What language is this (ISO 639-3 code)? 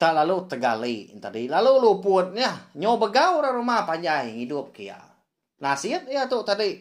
iba